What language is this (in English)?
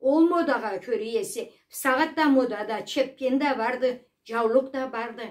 Karachay-Balkar